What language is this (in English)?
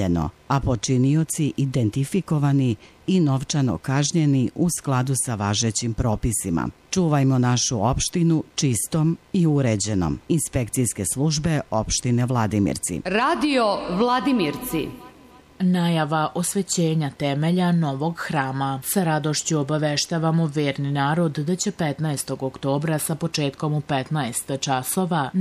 Serbian